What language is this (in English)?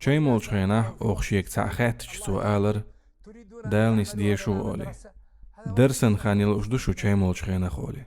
Chechen